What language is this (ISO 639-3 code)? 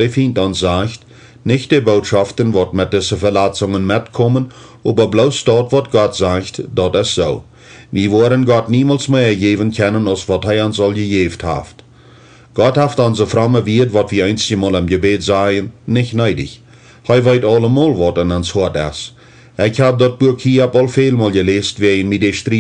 pdt